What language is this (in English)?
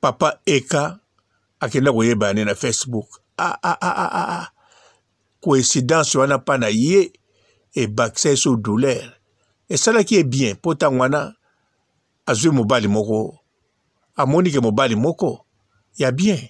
Lingala